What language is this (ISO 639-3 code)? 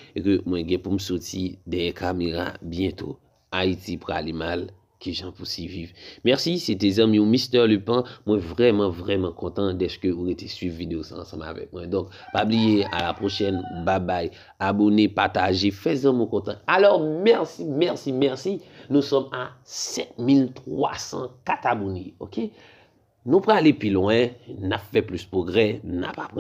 hat